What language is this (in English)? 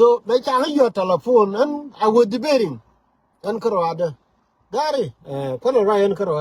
Nuer